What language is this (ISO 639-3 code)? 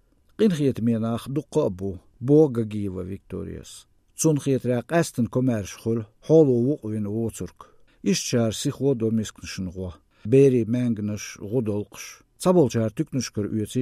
che